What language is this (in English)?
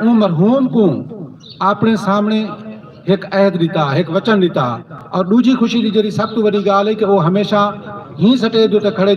Saraiki